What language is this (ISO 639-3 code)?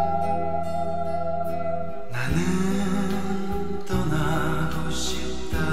kor